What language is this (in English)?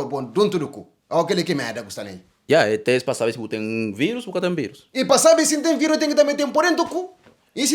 Kabuverdianu